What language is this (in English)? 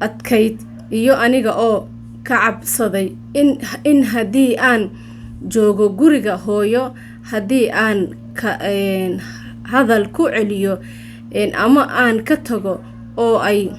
Somali